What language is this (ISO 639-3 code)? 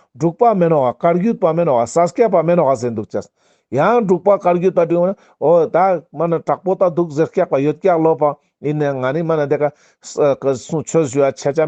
lbj